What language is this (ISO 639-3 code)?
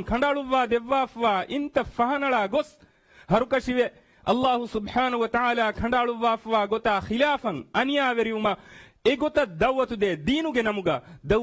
div